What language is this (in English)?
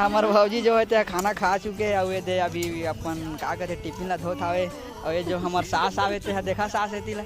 Chhattisgarhi